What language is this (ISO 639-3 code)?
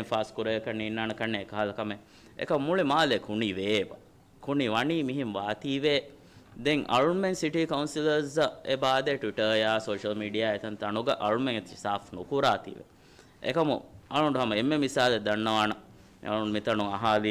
div